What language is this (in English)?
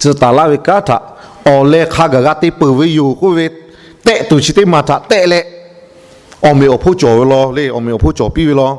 Lahu